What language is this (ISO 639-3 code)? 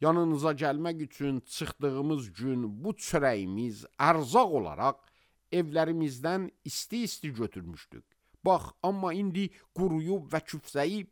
aze